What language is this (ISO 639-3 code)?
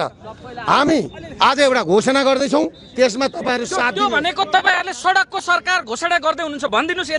nep